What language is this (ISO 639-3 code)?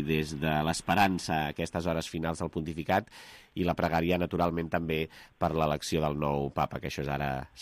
cat